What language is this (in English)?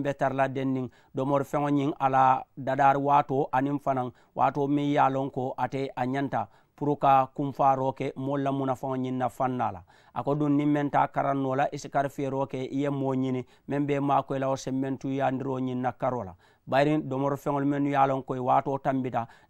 Mandingo